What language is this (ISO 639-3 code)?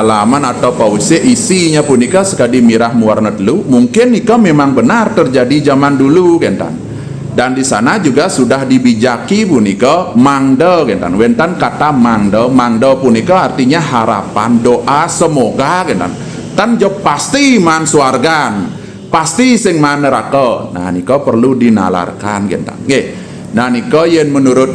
ban